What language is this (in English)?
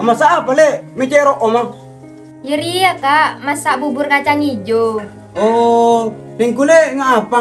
Madurese